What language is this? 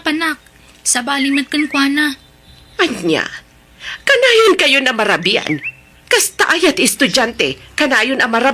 Iloko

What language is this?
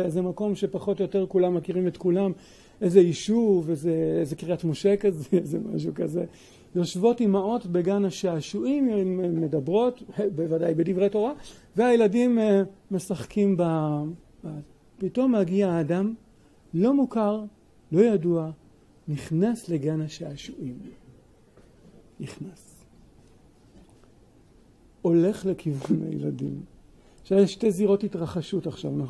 Hebrew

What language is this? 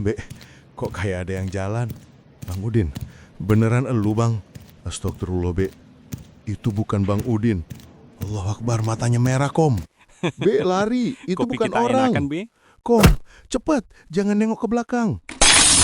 Betawi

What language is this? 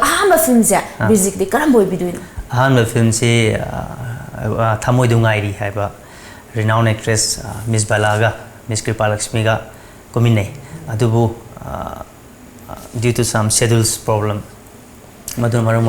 Manipuri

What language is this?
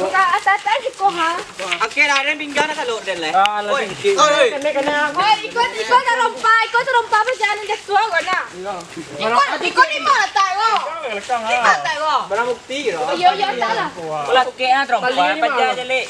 Minangkabau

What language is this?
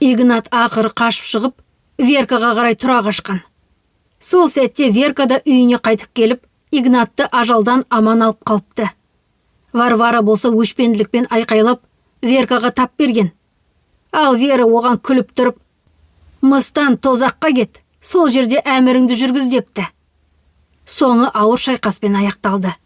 Kazakh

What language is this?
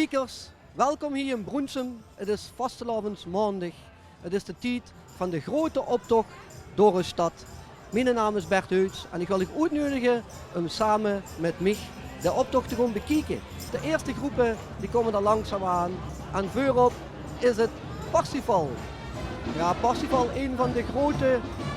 Limburgish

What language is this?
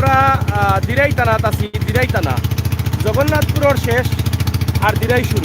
Sylheti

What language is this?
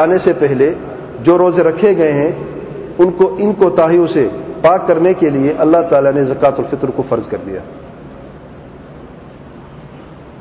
Urdu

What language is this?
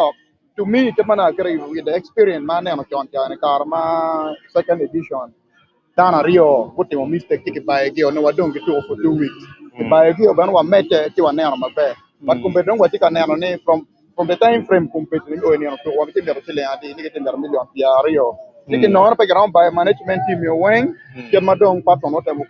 Acoli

